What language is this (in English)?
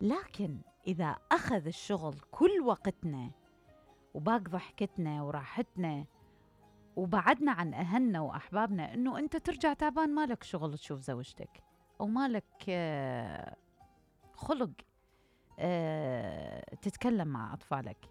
Mesopotamian Arabic